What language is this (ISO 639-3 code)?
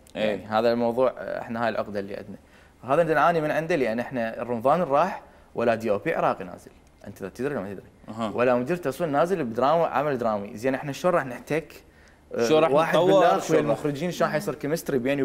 acm